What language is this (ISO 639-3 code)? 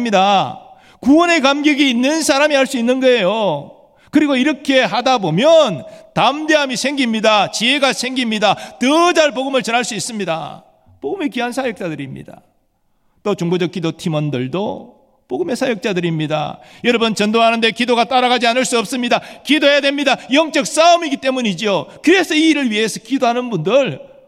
kor